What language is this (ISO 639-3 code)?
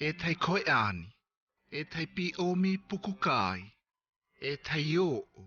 mqm